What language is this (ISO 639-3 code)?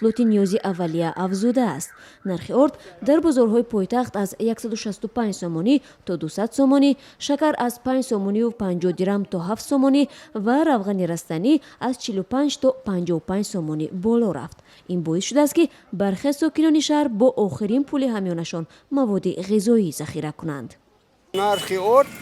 tgk